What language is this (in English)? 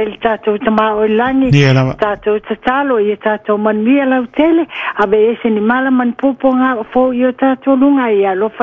Samoan